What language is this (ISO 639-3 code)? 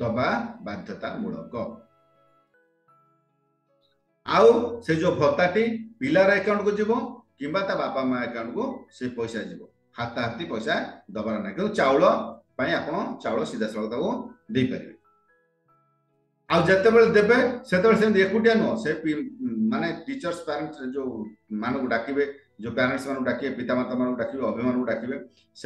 ori